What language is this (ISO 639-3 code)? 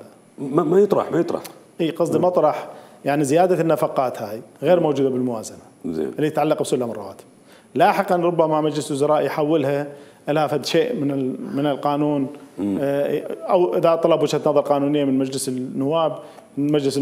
acm